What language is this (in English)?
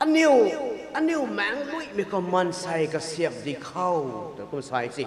Rongmei Naga